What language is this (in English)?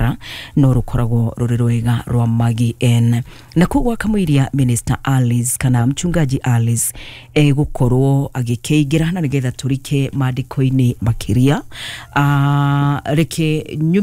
Kikuyu